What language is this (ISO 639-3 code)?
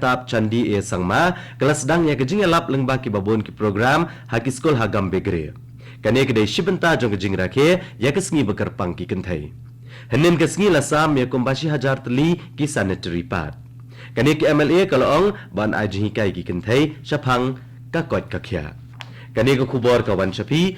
kha